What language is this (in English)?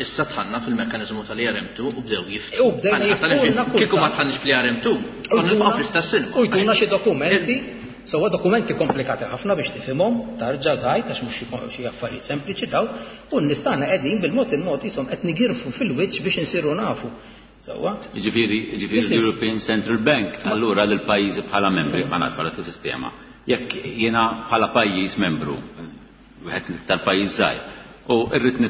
Maltese